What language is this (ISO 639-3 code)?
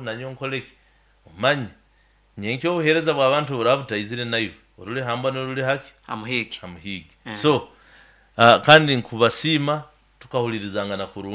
nyo